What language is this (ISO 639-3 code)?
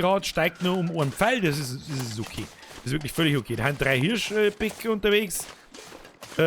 bar